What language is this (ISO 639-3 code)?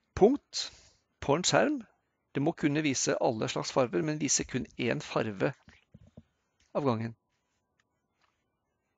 nor